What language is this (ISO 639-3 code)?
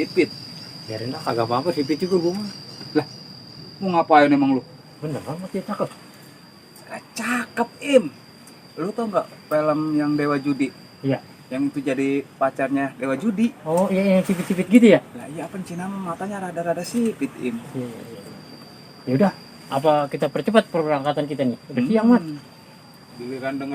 bew